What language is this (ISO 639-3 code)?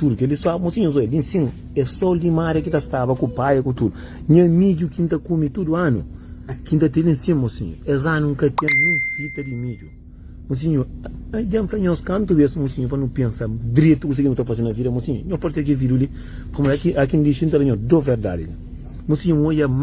kea